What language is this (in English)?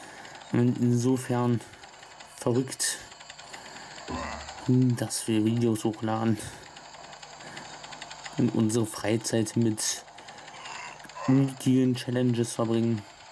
German